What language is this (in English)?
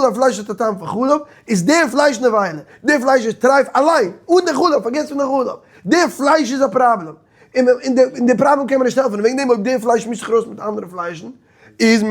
Yiddish